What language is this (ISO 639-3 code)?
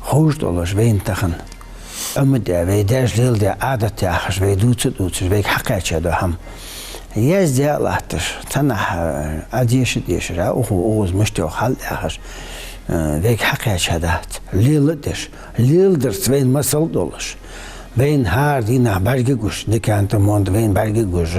inh